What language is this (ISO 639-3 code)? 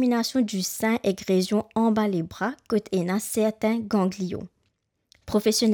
mfe